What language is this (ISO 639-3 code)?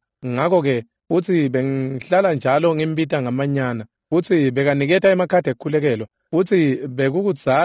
ssw